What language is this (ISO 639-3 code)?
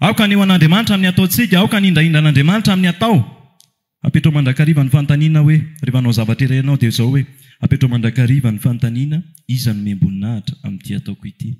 mlg